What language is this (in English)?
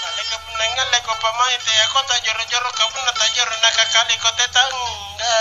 Makasar